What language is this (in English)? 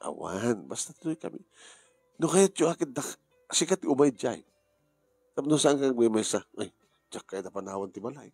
Iloko